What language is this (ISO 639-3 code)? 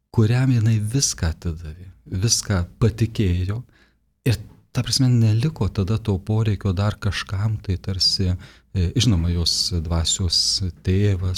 lit